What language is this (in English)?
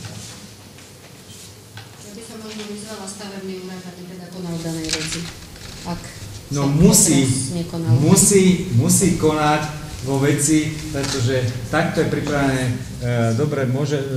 Slovak